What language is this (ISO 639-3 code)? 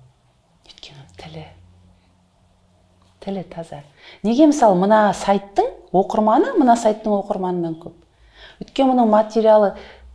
kaz